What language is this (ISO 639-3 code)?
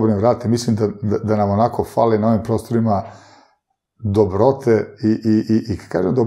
srp